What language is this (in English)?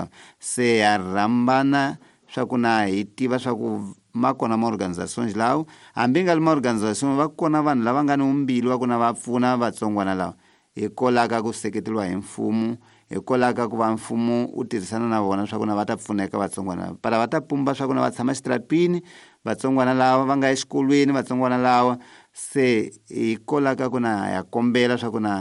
Tsonga